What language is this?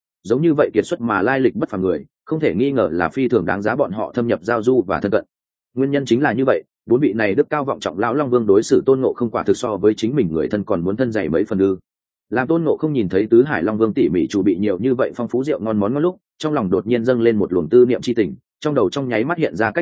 Vietnamese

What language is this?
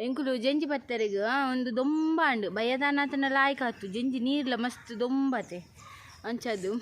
Tulu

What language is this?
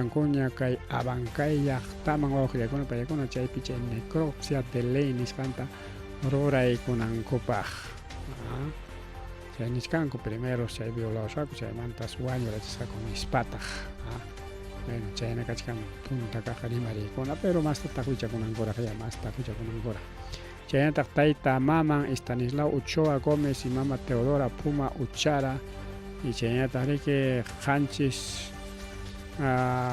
Ayacucho Quechua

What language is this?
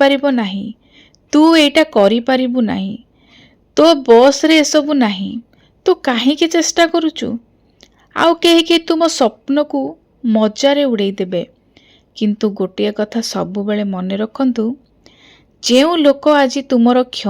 Odia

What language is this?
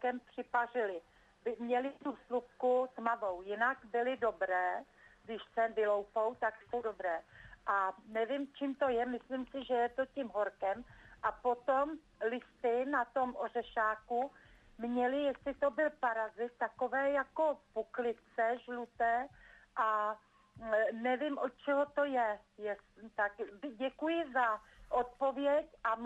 Czech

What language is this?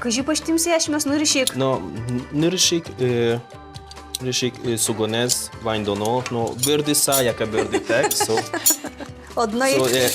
Udmurt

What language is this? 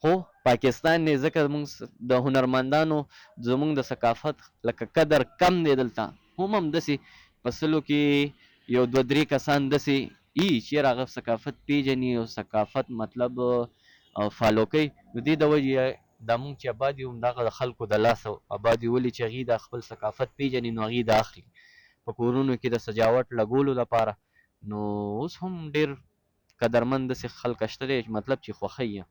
Pashto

